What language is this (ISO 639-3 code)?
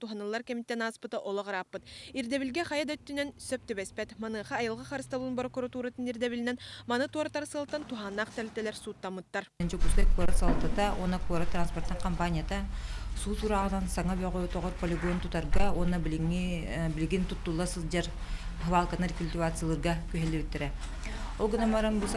sah